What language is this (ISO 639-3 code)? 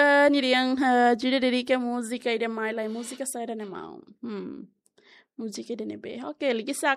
tet